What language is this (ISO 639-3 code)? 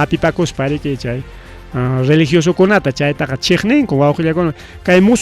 quy